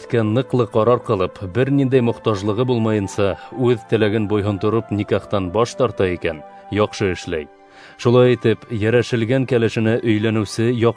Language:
Bashkir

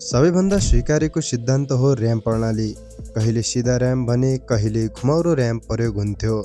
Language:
Nepali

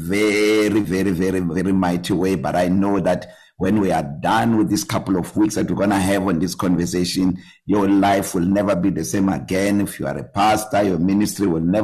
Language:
English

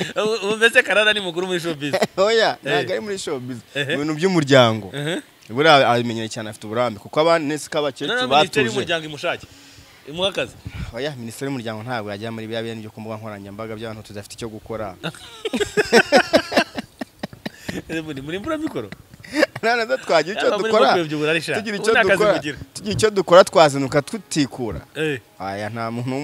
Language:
Kinyarwanda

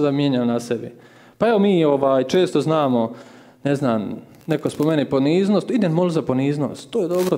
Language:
Croatian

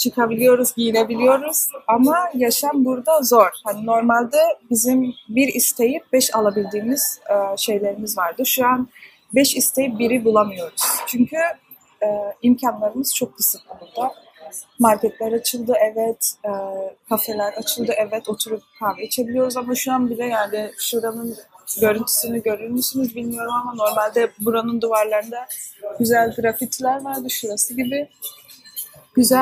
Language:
Turkish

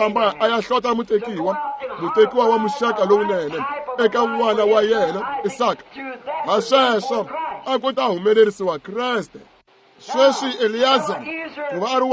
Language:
Tsonga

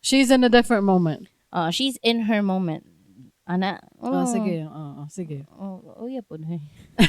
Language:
Cebuano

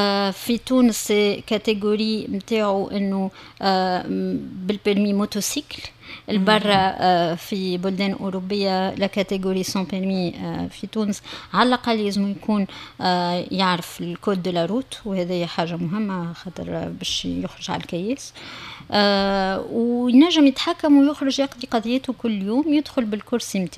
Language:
Tunisian Arabic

